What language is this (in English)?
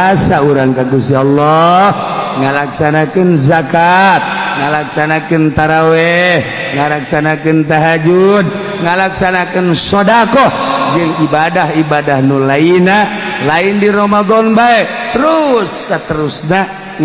Sundanese